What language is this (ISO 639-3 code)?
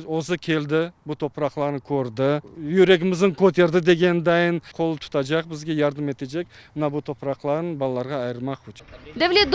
crh